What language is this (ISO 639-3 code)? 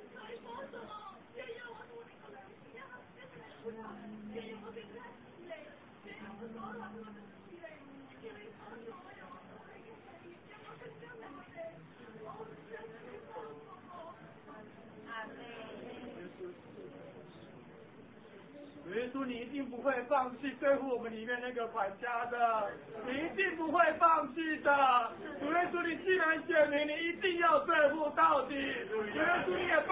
zho